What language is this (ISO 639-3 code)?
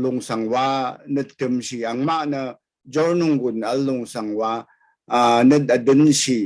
raw